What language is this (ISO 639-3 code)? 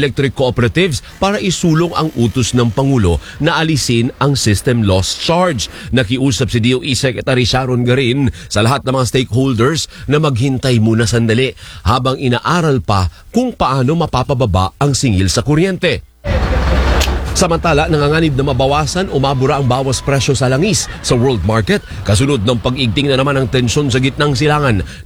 fil